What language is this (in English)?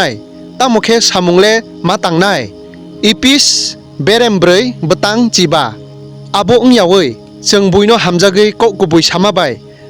Kok Borok